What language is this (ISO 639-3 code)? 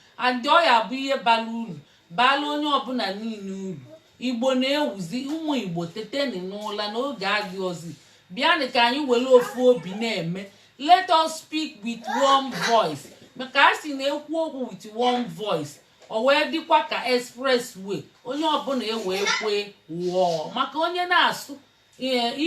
ibo